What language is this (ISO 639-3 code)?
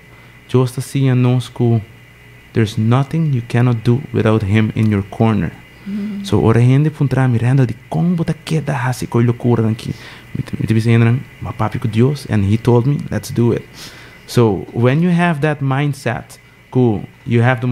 pap